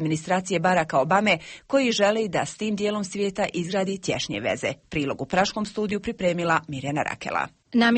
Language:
Croatian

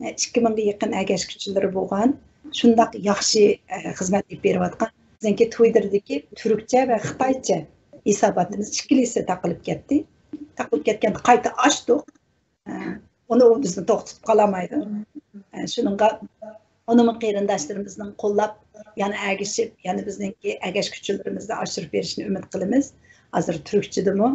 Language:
Uyghur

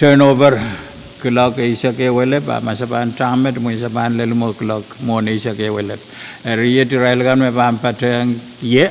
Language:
Pohnpeian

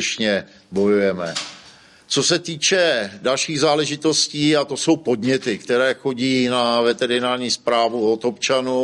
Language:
Czech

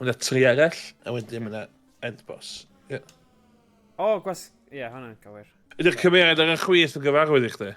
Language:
Welsh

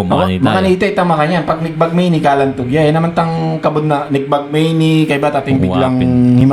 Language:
Pampanga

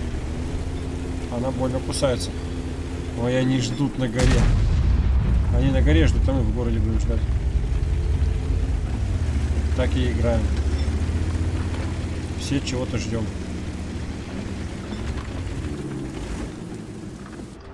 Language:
Russian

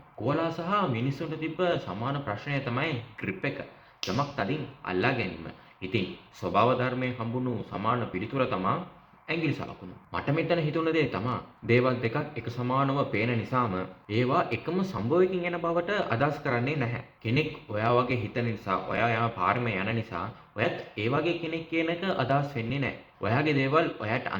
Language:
Sinhala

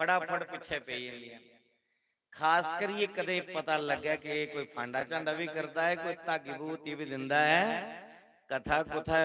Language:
Dogri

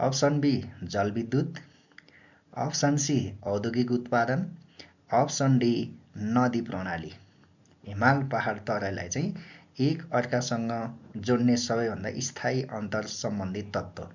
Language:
Nepali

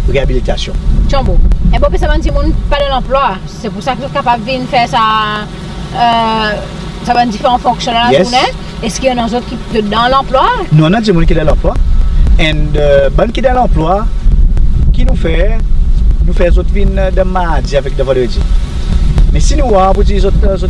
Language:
Seselwa Creole French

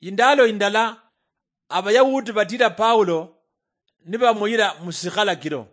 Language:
Luyia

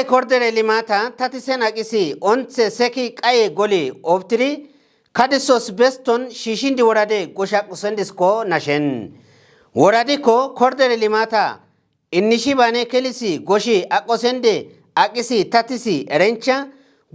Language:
Kafa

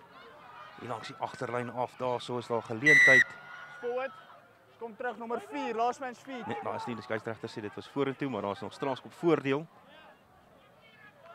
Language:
Afrikaans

